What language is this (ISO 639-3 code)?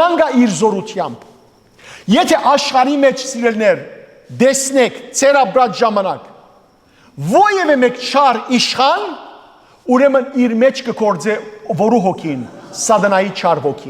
hyw